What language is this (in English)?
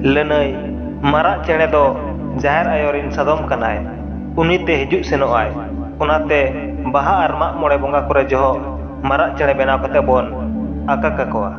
Santali